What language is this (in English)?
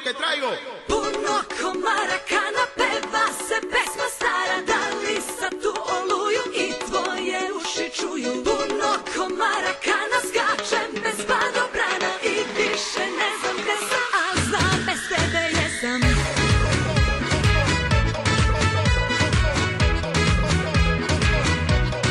Serbian